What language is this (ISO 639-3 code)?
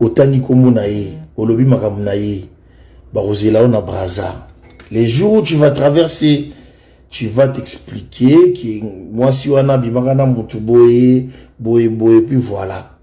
lin